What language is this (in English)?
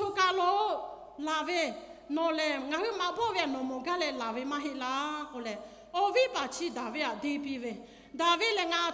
Lahu